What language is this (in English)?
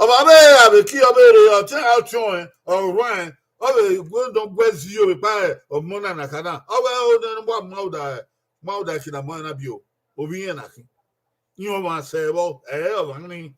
Bini